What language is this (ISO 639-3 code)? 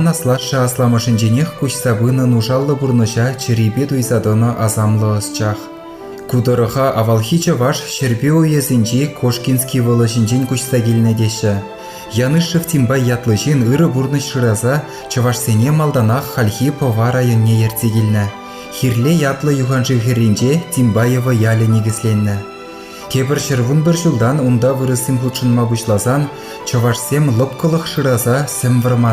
chv